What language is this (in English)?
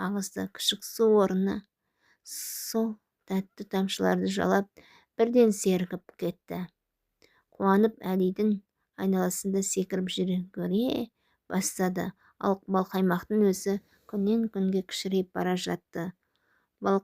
Kazakh